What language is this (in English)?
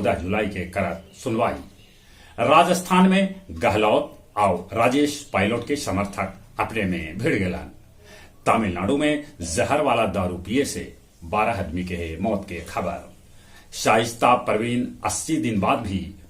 Magahi